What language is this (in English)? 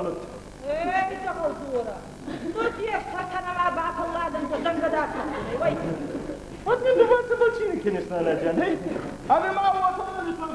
Ossetic